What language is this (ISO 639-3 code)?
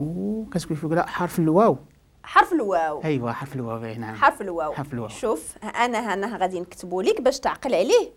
ary